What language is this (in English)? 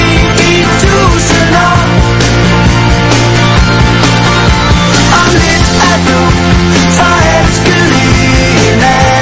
Danish